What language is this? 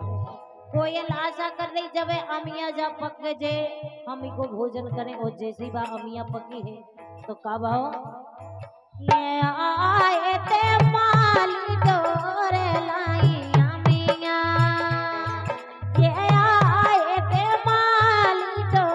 Bundeli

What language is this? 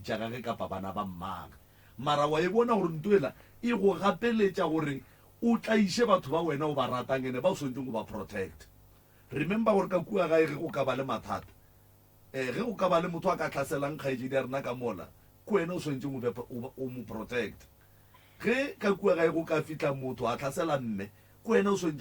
Northern Sotho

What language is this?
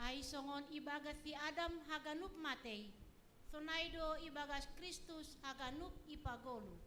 Batak Simalungun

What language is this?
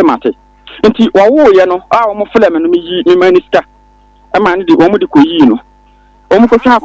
Akan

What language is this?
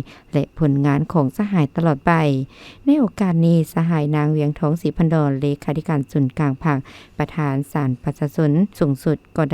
Lao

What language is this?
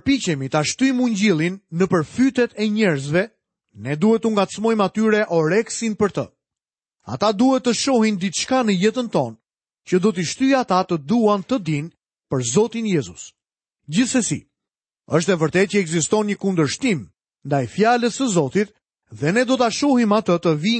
Albanian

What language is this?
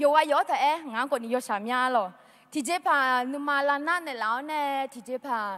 Akha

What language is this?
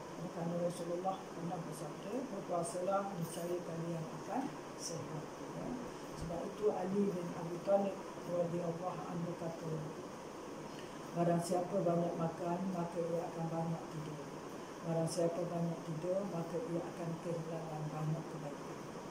Malay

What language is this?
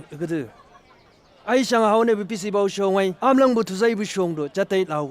Chang Naga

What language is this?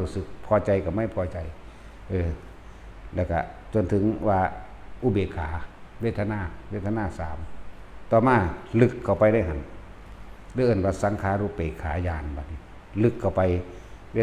Northeastern Thai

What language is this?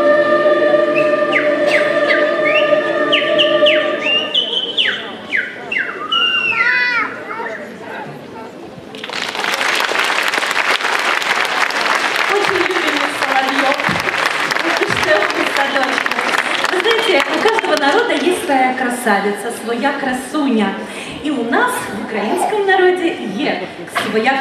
Ukrainian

